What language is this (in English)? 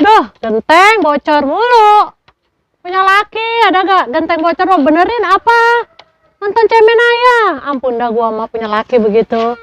Betawi